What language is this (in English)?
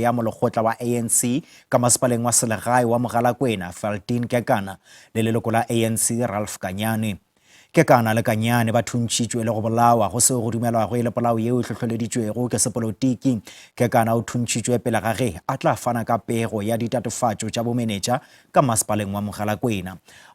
Northern Sotho